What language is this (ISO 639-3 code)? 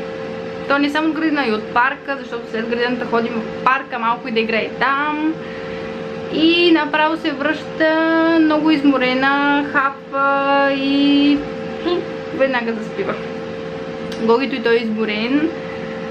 bul